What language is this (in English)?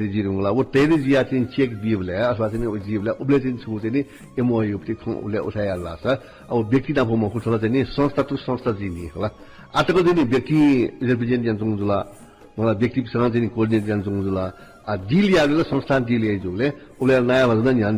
Newari